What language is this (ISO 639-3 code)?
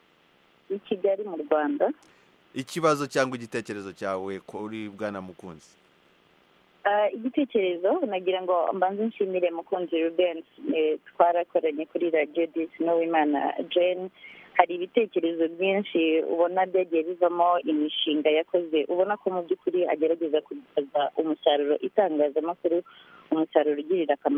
kin